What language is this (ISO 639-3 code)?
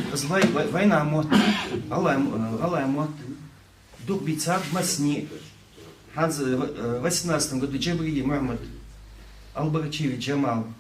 inh